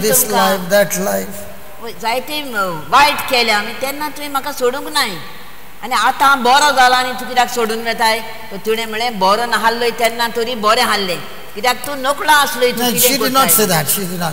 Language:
Konkani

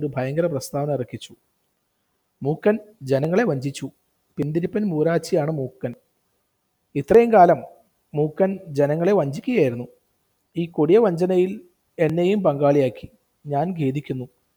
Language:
Malayalam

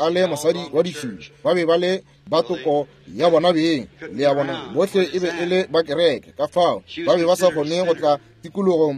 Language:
Northern Sotho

